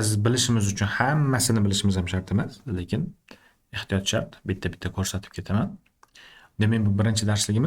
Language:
Uzbek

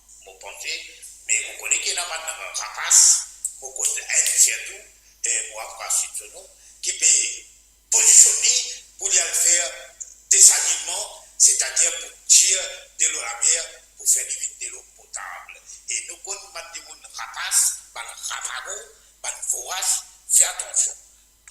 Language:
Morisyen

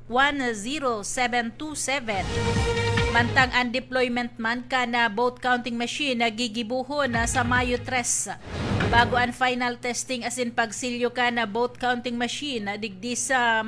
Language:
Bikol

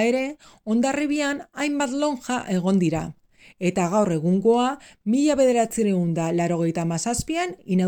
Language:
Basque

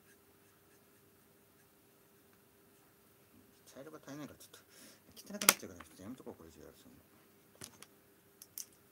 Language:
Japanese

